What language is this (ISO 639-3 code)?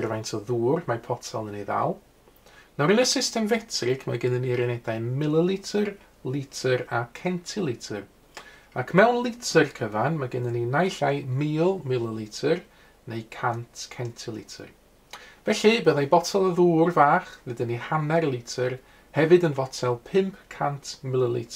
cym